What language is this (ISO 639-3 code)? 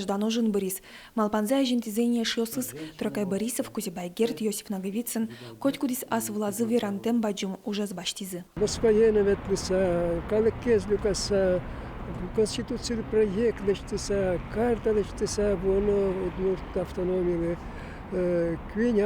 udm